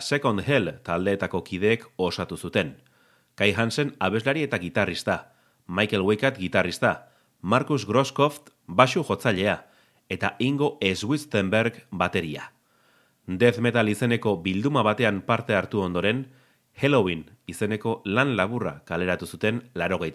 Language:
Basque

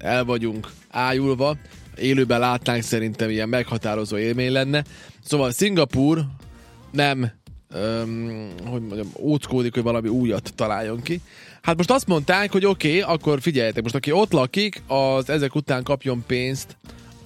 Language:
Hungarian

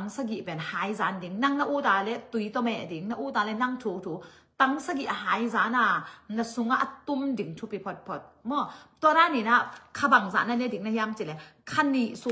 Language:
Tedim Chin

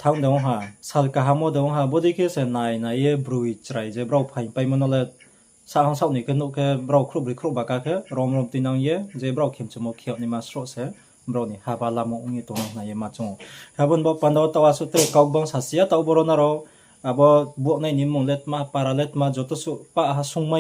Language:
Riang (India)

